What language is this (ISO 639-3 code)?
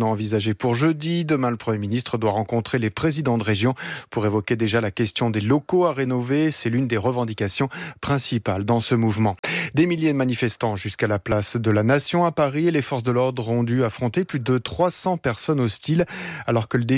fra